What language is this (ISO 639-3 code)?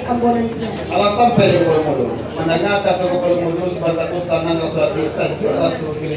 min